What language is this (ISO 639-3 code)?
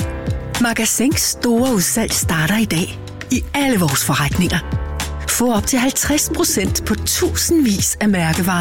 dan